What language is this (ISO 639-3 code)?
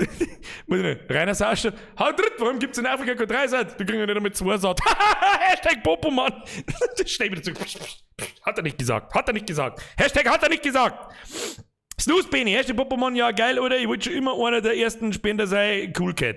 bar